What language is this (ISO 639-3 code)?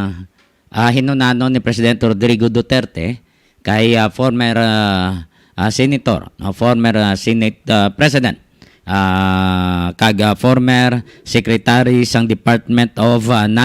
hil